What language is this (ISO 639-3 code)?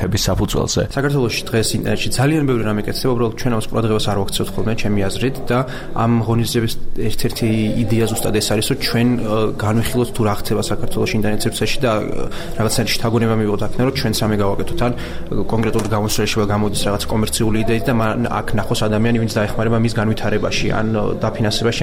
kat